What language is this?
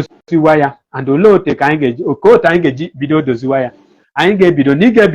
Igbo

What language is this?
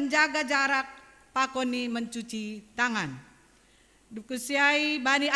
Batak Simalungun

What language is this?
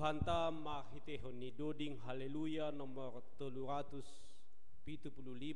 Batak Simalungun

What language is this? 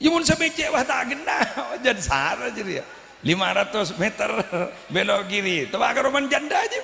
Madurese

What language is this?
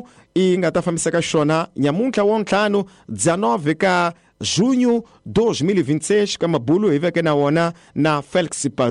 Tsonga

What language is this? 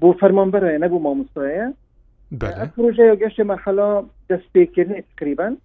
Kurdish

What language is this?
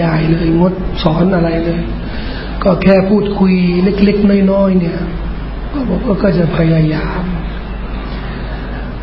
Thai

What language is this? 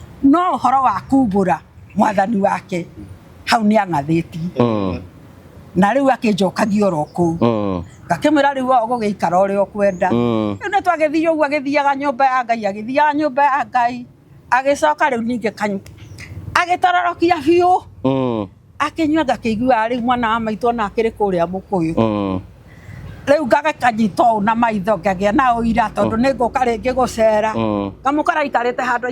Kikuyu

